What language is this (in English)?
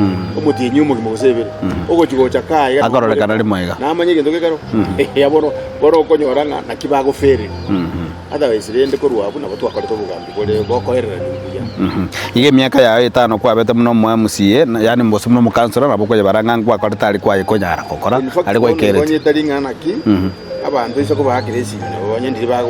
Gusii